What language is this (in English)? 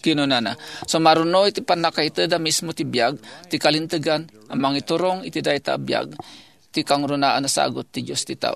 Iloko